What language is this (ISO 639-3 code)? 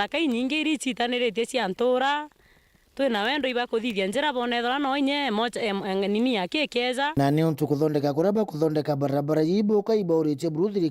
mer